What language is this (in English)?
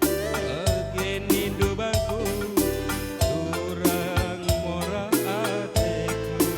Batak Karo